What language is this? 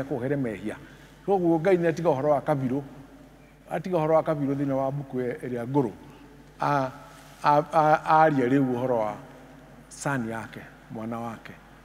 Kikuyu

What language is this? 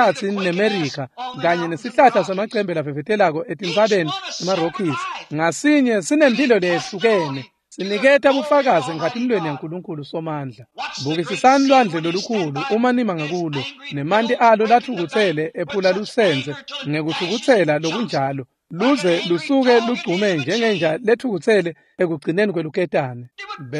Swati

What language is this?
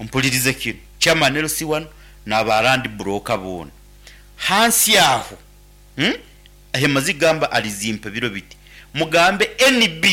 Nyankole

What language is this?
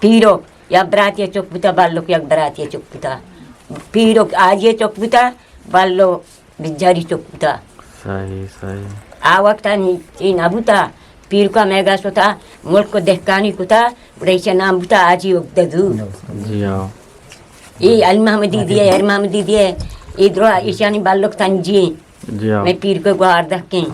Eastern Balochi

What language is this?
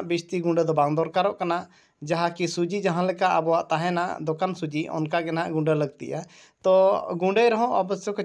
Santali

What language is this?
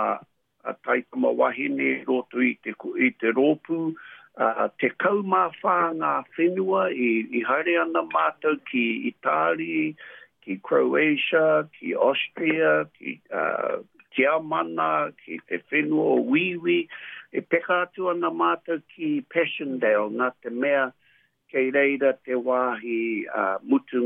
Māori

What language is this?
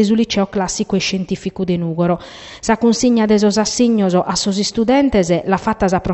Sardinian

